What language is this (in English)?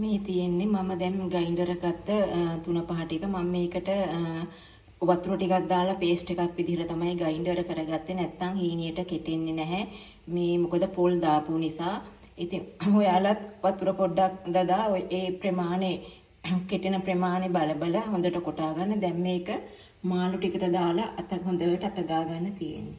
Sinhala